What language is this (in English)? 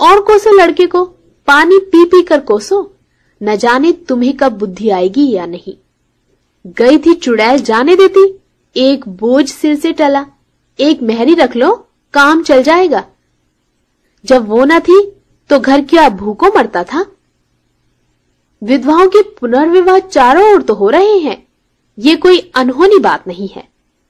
Hindi